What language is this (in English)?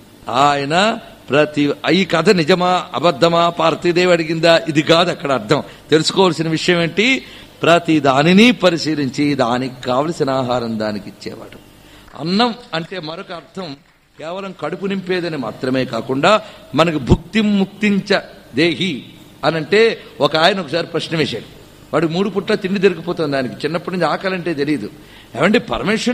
Telugu